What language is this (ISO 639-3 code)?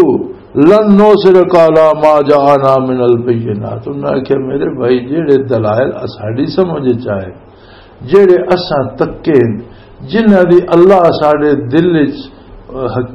lah